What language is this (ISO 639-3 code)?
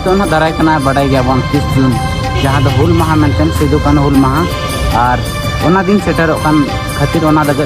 sat